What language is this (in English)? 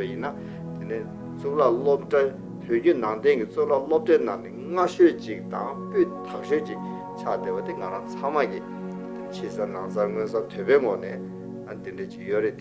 Tibetan